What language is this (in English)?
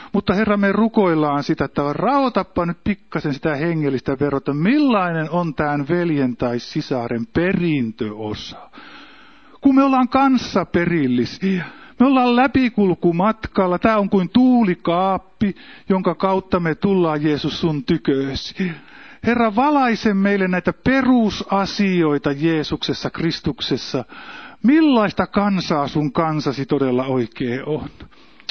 Finnish